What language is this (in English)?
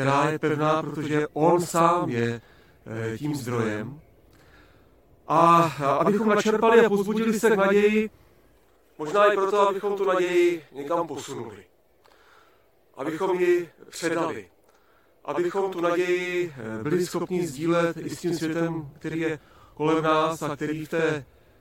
Czech